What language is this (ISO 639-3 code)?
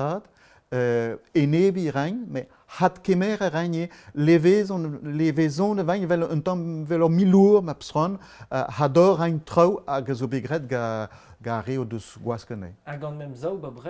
bre